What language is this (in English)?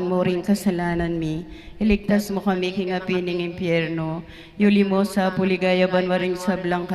Pampanga